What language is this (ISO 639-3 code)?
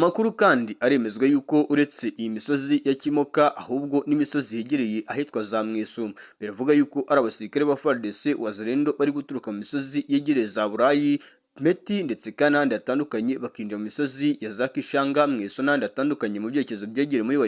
kin